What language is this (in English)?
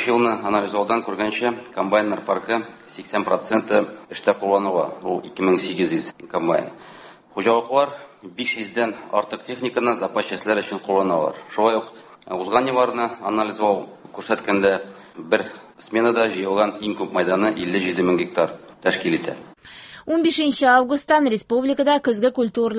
Tatar